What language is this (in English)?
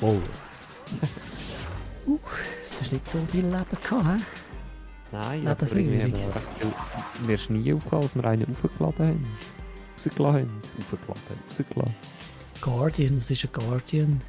Swiss German